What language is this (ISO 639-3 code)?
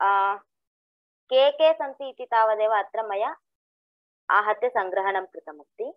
san